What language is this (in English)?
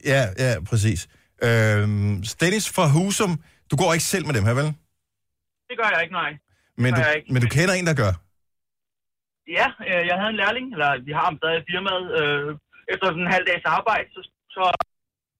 Danish